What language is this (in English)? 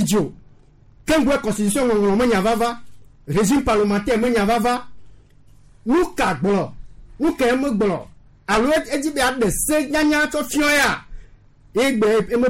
Gen